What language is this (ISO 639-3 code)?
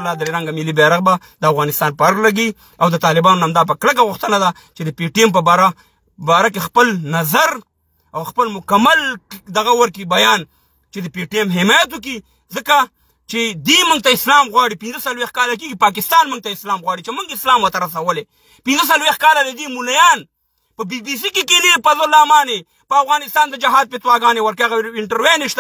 pus